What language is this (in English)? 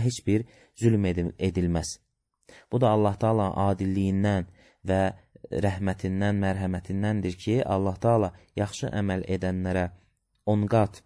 Azerbaijani